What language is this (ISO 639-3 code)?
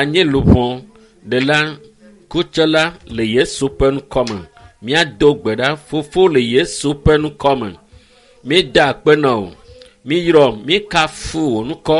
ewe